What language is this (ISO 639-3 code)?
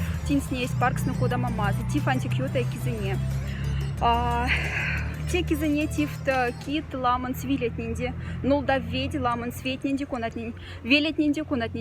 mdf